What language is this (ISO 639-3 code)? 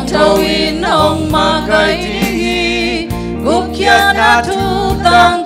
ctd